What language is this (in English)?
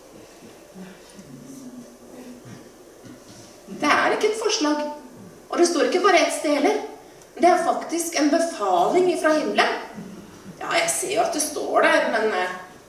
Norwegian